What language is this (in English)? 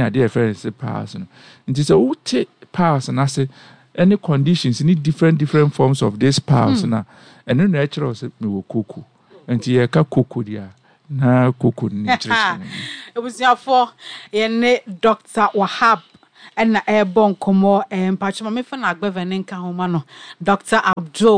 Akan